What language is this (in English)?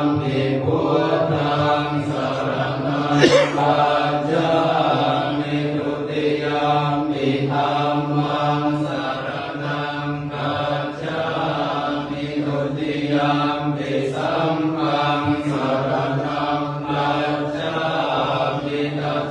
Pali